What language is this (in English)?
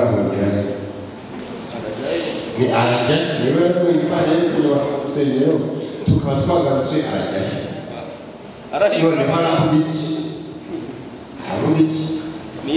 Kinyarwanda